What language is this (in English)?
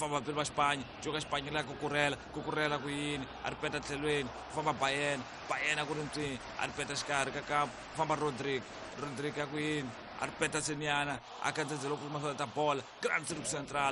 Tsonga